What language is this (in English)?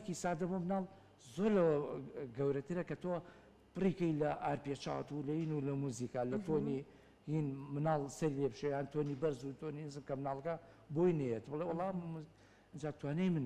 Central Kurdish